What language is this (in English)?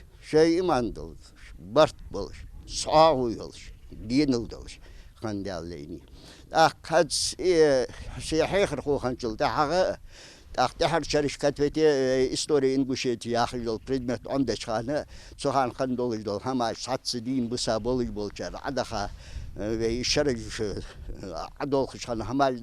Ingush